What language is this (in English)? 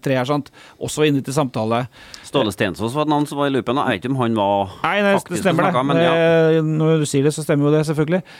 Norwegian